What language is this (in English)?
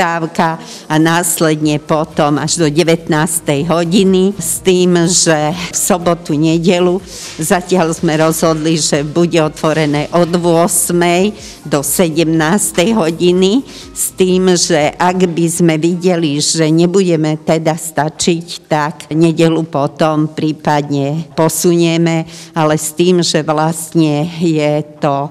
Slovak